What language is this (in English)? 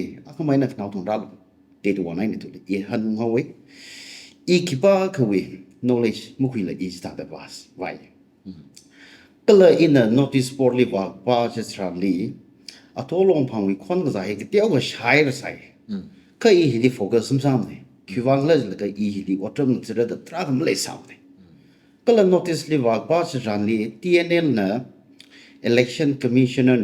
Tangkhul Naga (India)